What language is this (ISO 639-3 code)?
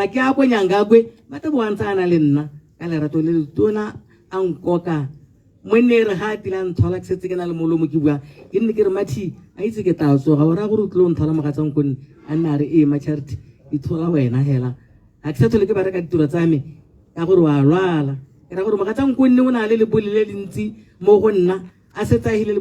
tsn